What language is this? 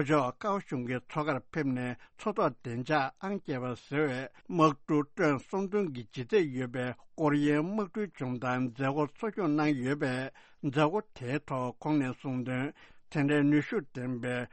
Tibetan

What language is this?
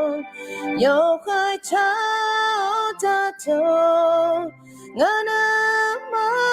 Akha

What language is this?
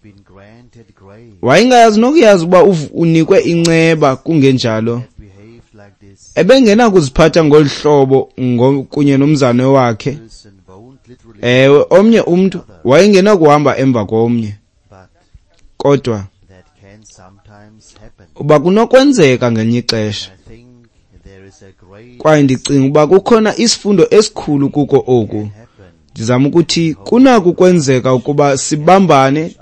Xhosa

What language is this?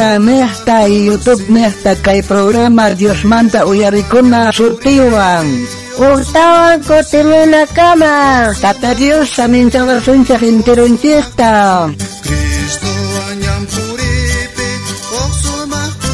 South Bolivian Quechua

